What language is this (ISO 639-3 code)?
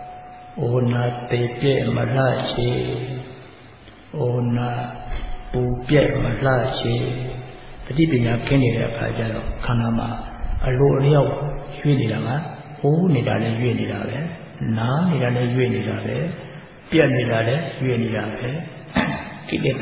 mya